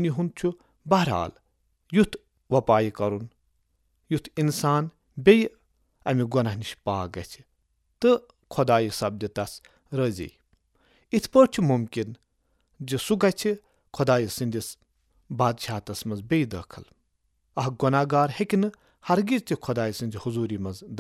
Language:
Kashmiri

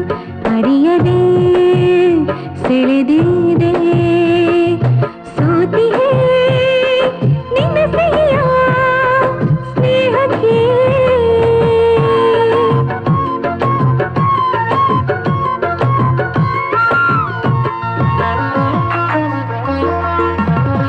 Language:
Kannada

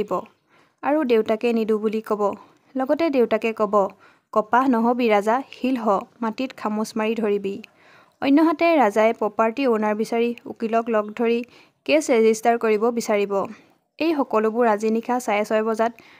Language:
Assamese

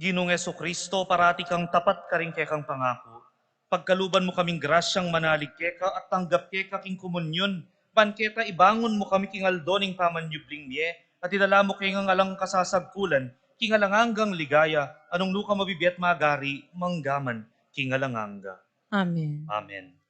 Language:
Pampanga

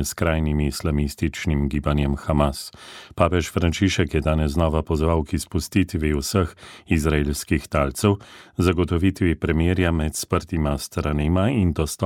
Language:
Slovenian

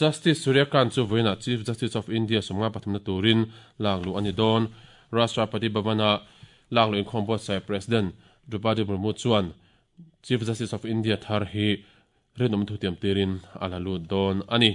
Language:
Mizo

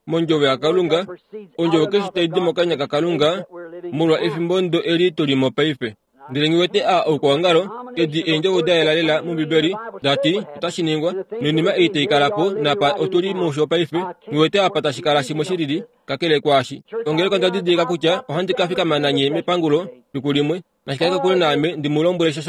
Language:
Kuanyama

